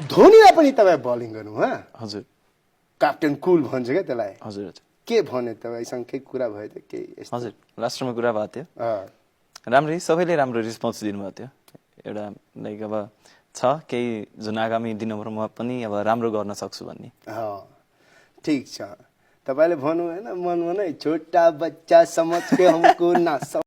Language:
Nepali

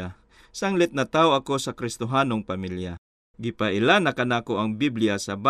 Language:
Cebuano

